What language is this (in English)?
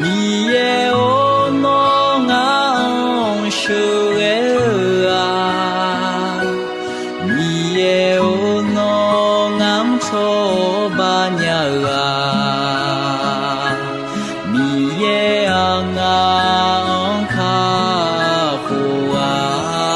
Akha